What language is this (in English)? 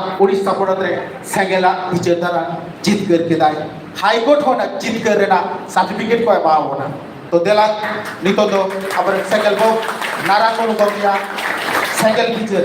Santali